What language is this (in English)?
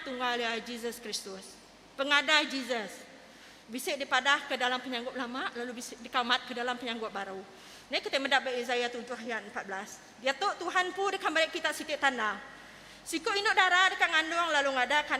Iban